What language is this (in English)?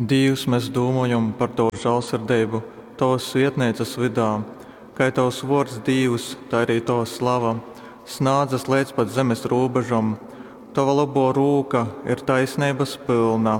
Latgalian